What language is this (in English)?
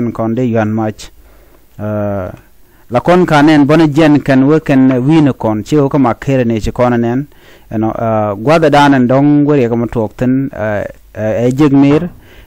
Nuer